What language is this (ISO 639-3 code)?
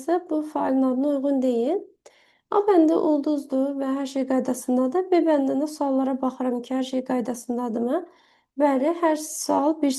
aze